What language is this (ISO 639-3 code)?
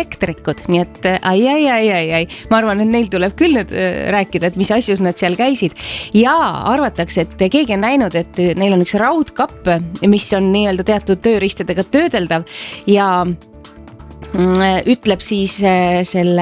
est